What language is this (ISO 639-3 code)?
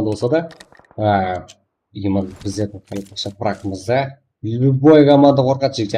kaa